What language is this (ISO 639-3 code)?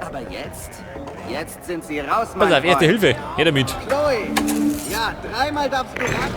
bar